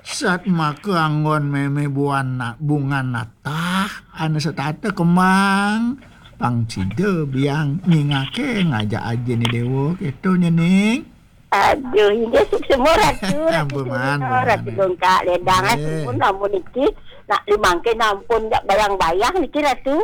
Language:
Balinese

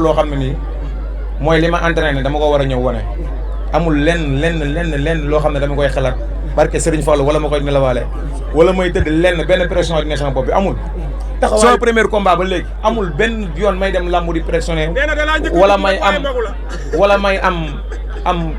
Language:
Wolof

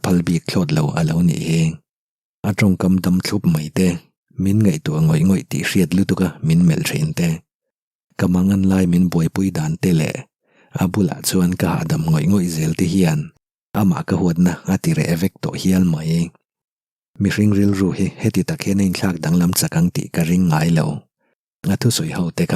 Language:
Mizo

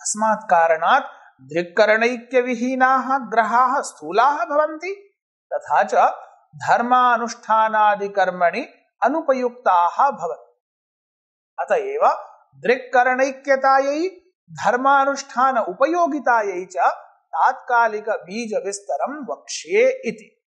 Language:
Sanskrit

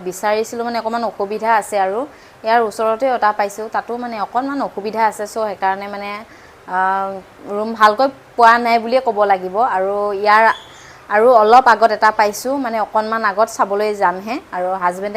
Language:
Assamese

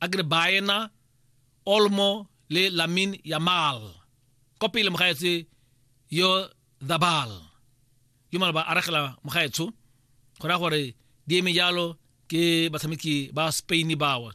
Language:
Tswana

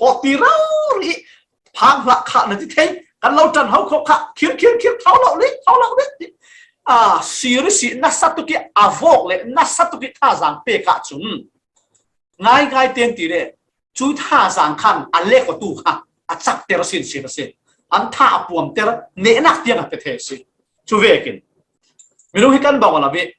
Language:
Falam Chin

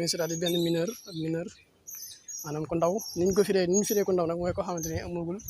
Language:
Wolof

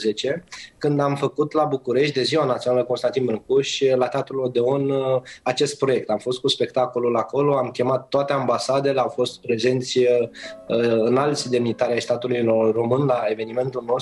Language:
Romanian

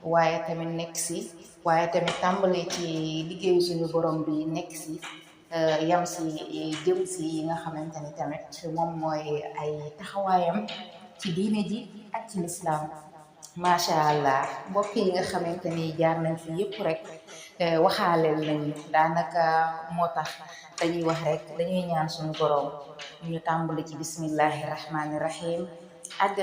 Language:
Wolof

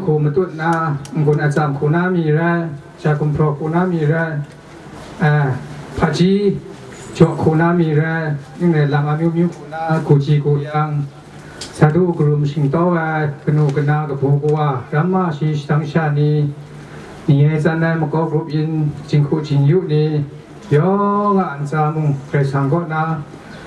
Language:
Kachin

